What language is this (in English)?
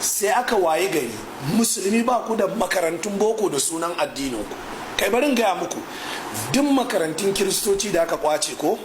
Hausa